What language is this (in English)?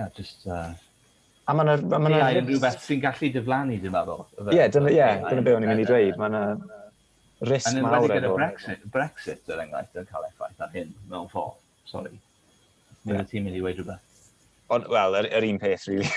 Welsh